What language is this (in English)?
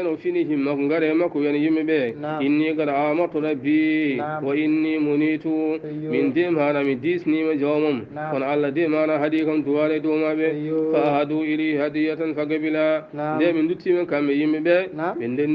Fula